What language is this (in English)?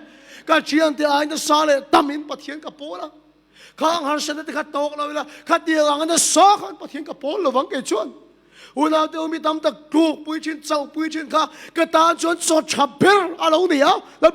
Mizo